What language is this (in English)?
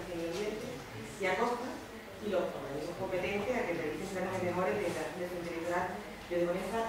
Spanish